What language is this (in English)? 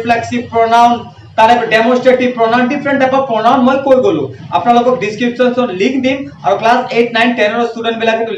Assamese